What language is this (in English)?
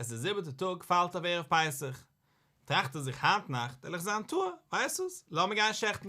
Yiddish